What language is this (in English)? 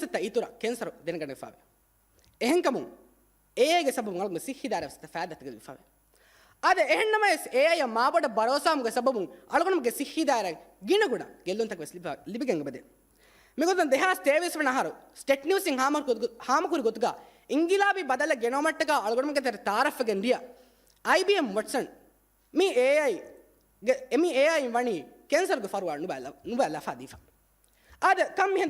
Divehi